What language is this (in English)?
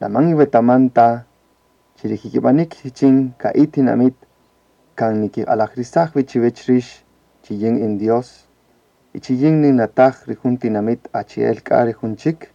Kaqchikel